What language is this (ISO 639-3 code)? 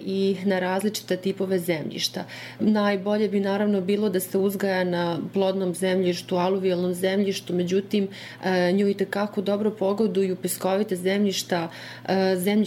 srp